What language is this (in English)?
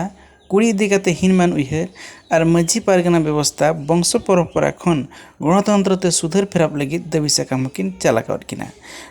Santali